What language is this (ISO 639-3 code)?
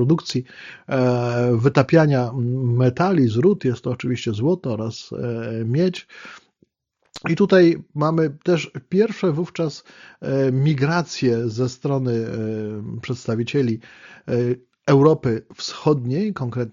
pol